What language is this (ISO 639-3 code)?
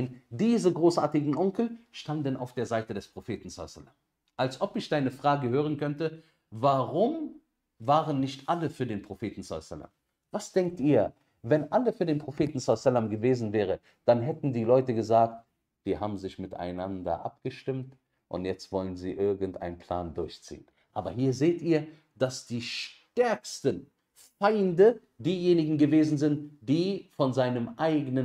deu